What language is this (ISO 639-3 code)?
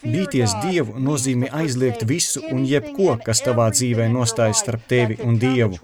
lav